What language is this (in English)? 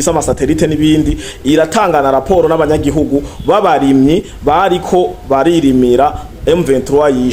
Rundi